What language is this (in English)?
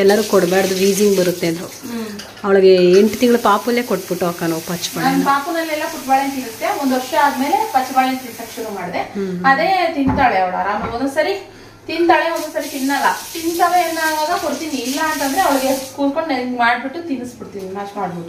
Kannada